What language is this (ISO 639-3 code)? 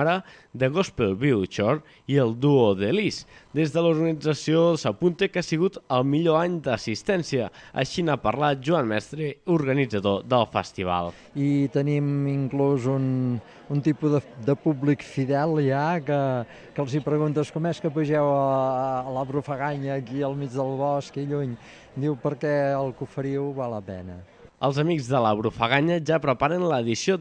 cat